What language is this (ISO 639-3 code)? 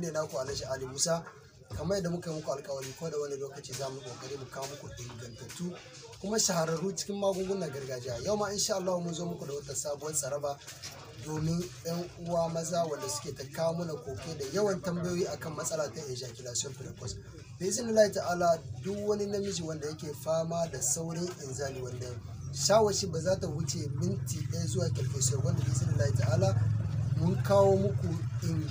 hau